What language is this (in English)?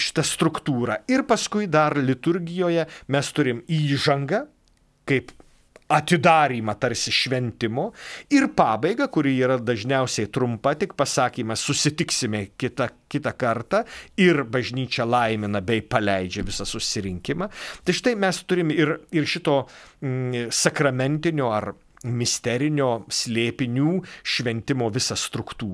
Lithuanian